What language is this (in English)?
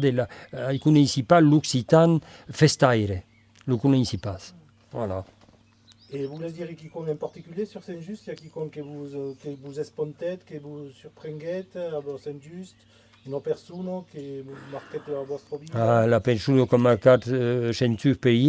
Occitan